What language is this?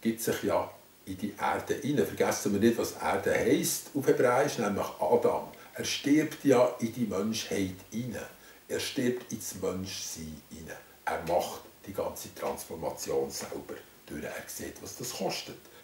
Swiss German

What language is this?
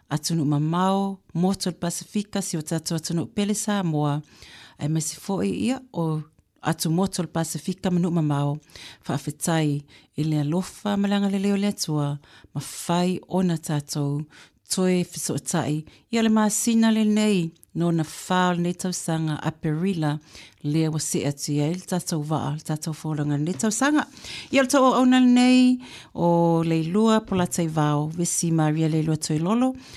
Samoan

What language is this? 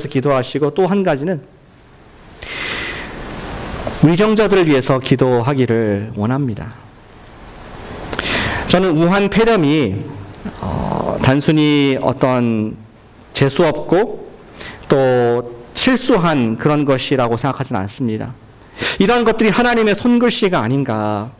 Korean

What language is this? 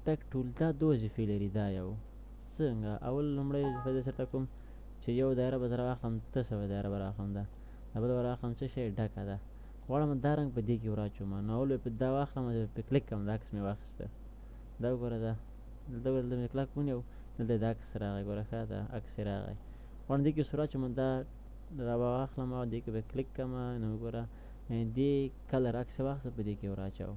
Pashto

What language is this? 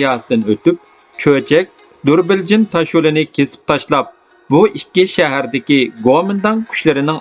Uyghur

